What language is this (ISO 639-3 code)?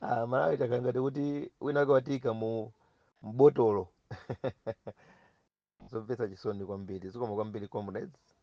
nya